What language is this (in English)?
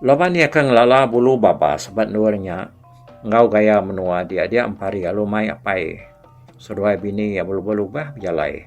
Iban